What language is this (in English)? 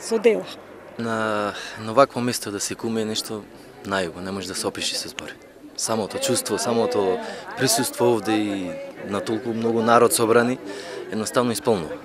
Macedonian